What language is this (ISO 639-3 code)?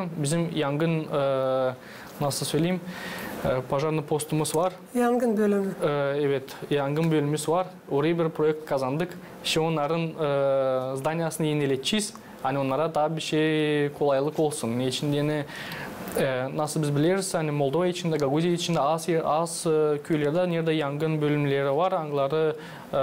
gag